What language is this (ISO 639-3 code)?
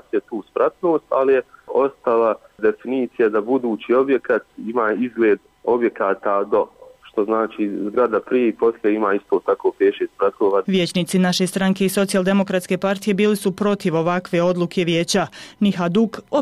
bos